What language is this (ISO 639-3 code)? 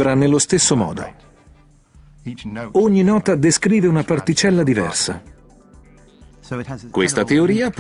ita